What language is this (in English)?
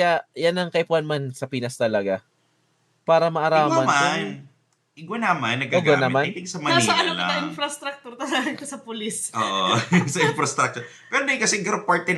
Bikol